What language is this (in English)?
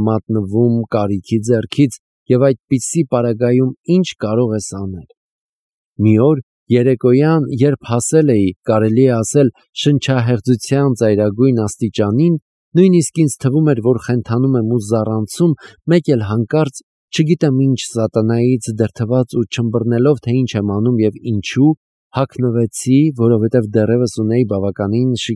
Armenian